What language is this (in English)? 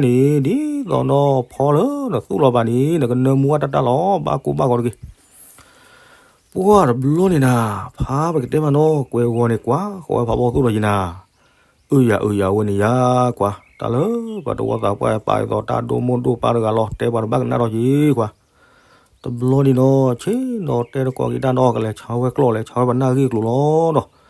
S'gaw Karen